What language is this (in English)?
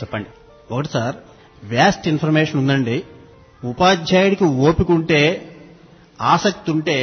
Telugu